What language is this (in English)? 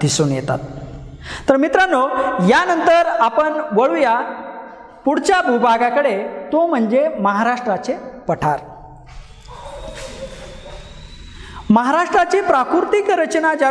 Marathi